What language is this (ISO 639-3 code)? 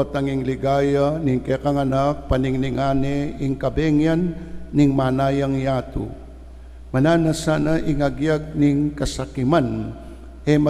pam